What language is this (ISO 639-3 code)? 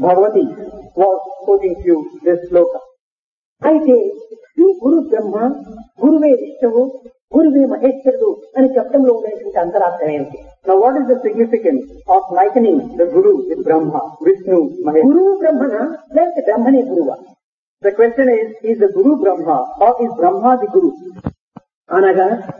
tel